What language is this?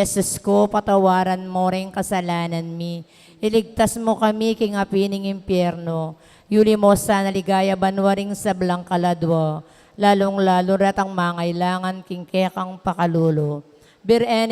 Pampanga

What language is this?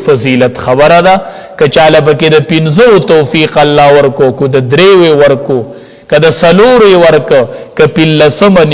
Pashto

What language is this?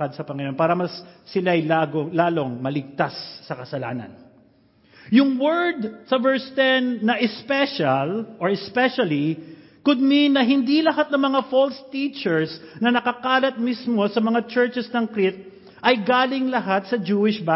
Filipino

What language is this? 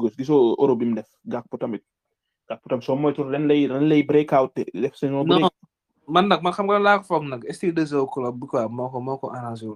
Wolof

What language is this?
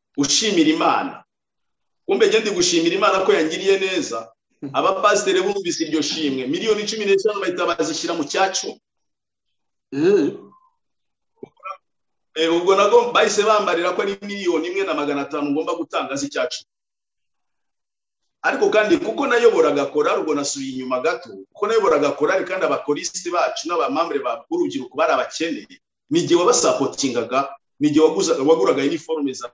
Kinyarwanda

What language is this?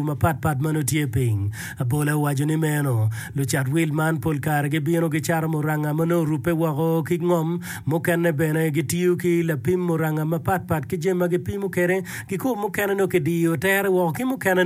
Acoli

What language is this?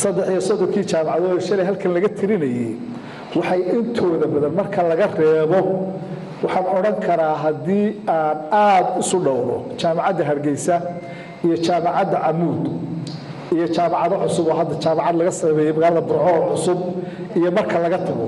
Somali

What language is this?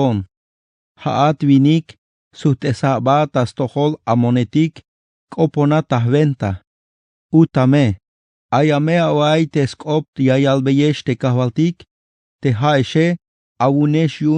Tzeltal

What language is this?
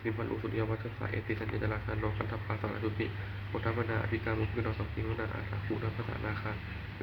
Pali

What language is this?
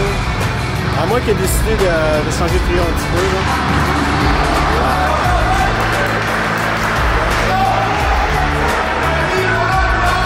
French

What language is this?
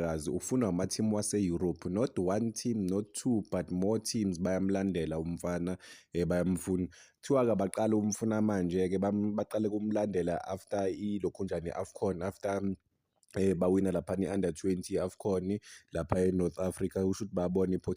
Zulu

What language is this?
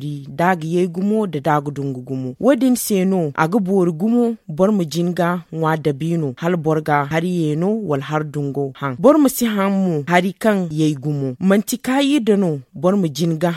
Zarma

